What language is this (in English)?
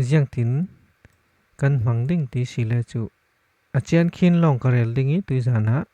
Falam Chin